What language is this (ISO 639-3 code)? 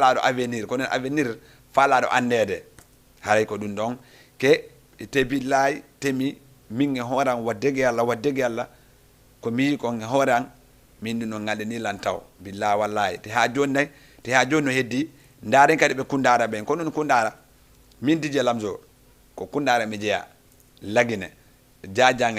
ful